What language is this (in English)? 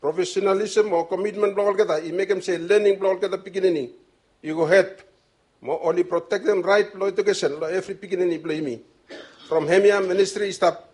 Bislama